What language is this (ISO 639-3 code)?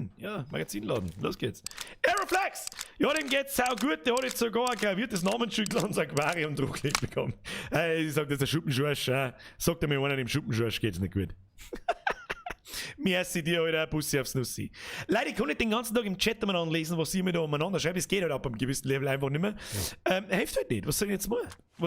bar